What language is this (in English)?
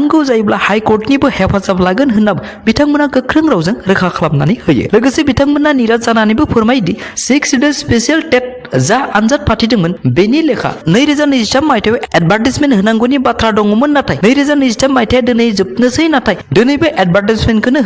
Bodo